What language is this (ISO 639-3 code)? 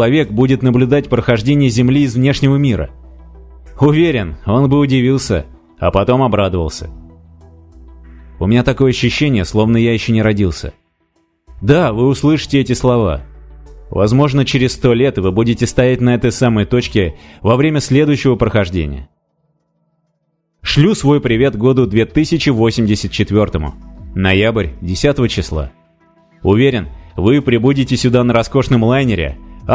rus